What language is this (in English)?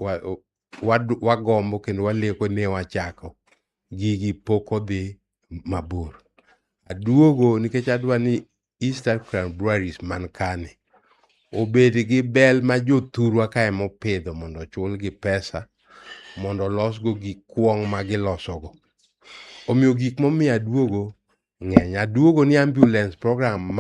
Luo (Kenya and Tanzania)